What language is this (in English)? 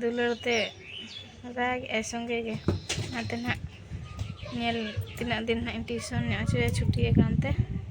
Santali